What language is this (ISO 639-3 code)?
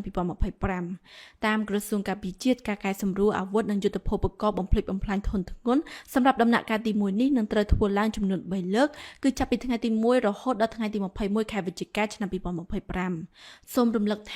khm